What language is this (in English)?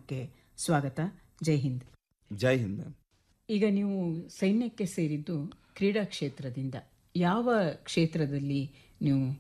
Kannada